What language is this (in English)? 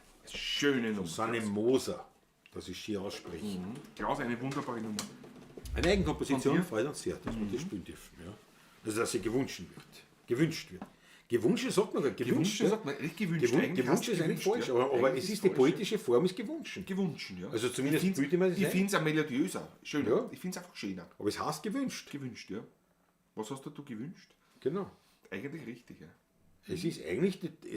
Bavarian